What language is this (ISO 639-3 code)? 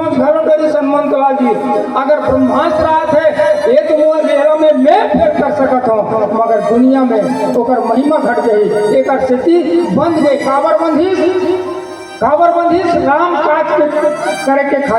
hne